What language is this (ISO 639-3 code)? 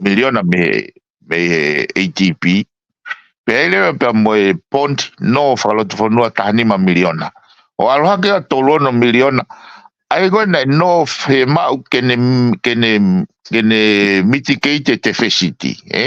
ton